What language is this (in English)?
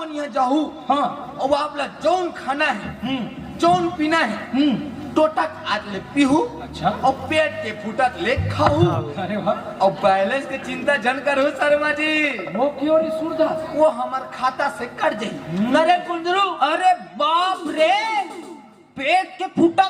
Chhattisgarhi